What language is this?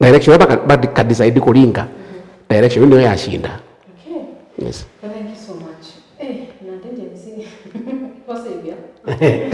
Meru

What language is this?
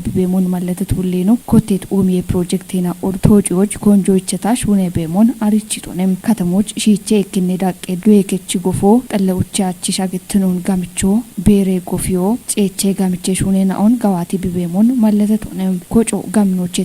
Kafa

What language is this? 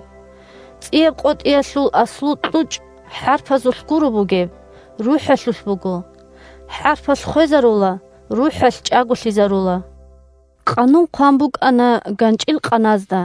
Avaric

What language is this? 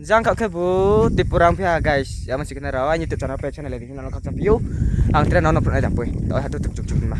Riang (India)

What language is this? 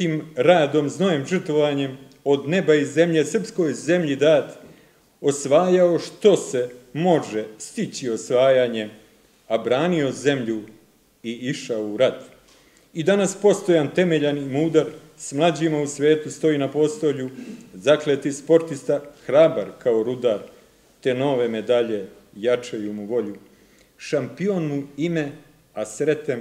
Serbian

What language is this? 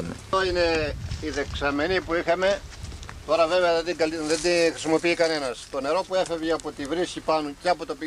Greek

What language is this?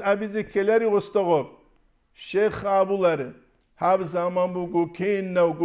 Avaric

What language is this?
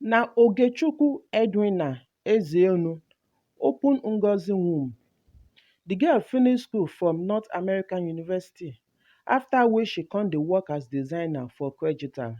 Nigerian Pidgin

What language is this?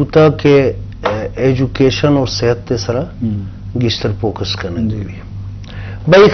Eastern Balochi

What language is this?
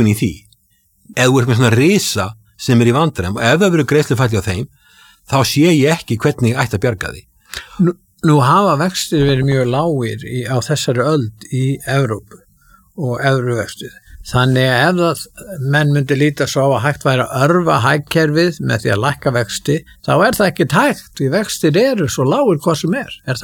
Icelandic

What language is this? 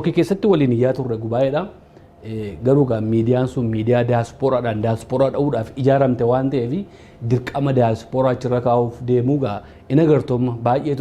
Oromo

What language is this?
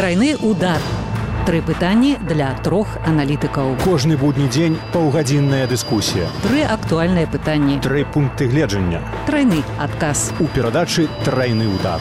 Belarusian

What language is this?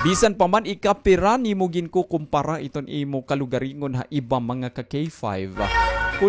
Waray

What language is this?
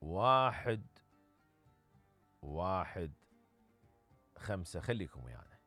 Mesopotamian Arabic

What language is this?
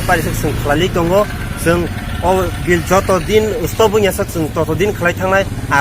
Kok Borok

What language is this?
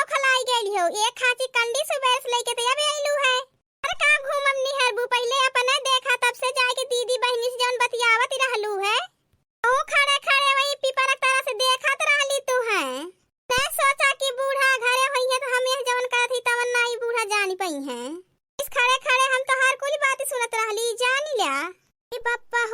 Awadhi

